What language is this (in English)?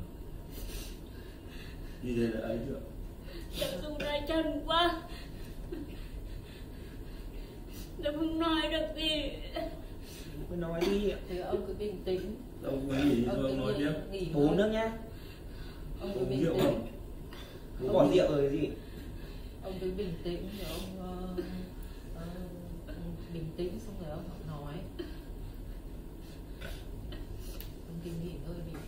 Vietnamese